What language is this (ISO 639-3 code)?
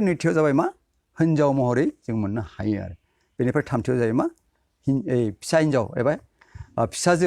brx